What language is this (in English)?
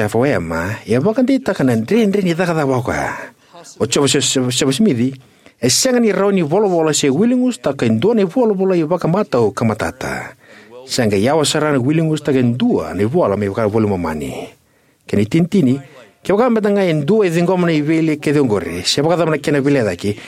Fijian